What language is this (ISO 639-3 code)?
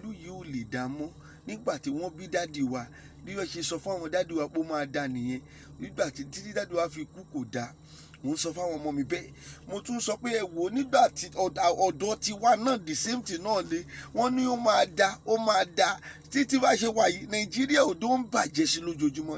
yor